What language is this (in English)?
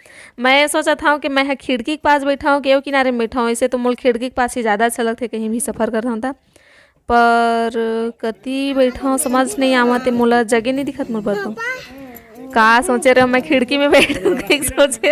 Chhattisgarhi